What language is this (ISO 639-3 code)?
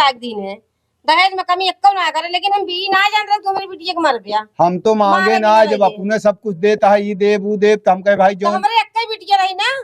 awa